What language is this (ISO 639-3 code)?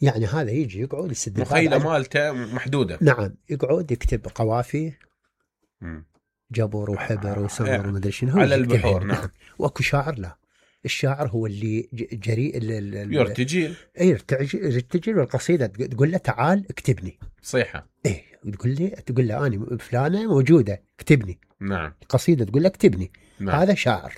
acm